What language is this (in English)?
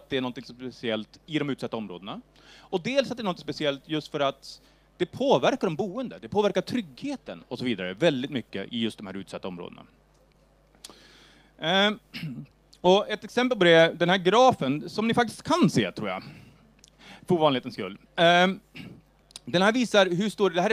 Swedish